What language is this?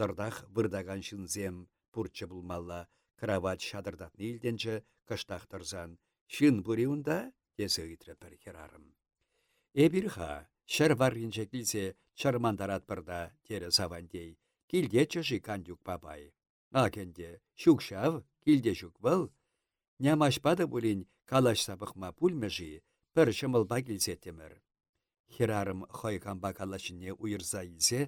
Chuvash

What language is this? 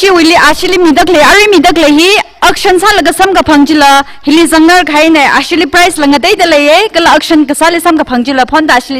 Tangkhul Naga (India)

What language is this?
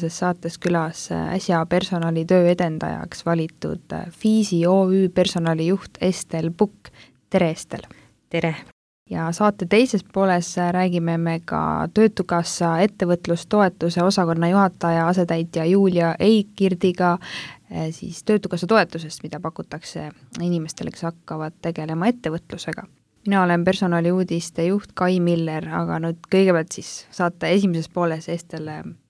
Estonian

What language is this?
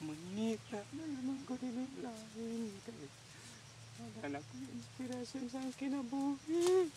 Cebuano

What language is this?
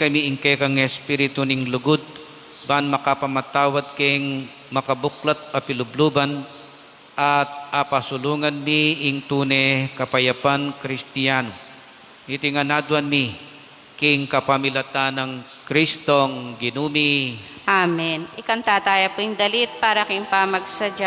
Pampanga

